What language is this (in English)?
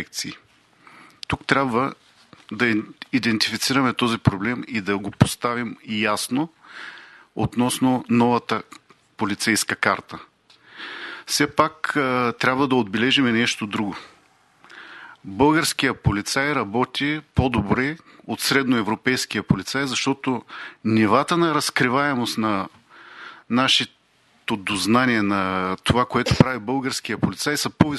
Bulgarian